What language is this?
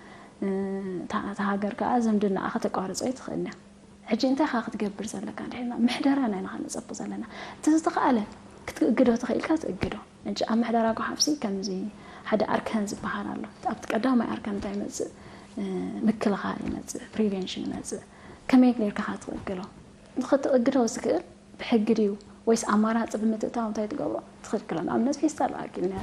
Tigrinya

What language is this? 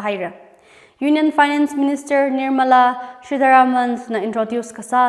Tangkhul Naga (India)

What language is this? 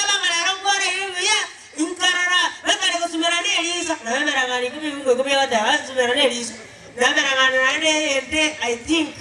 Gusii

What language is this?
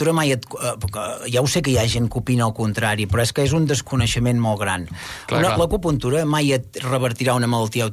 Catalan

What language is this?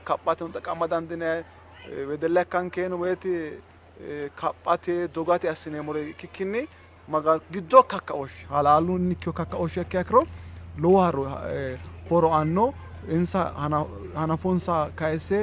Sidamo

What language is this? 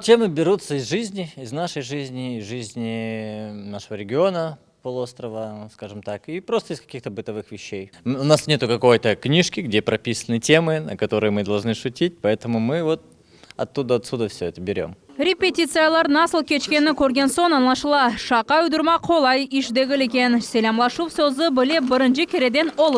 Crimean Tatar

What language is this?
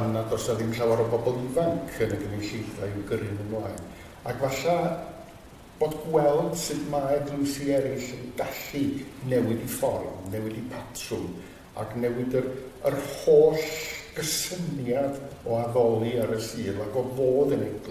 Welsh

